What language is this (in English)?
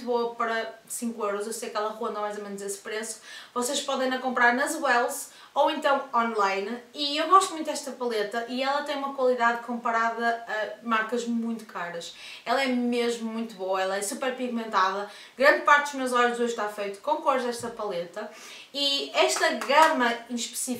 Portuguese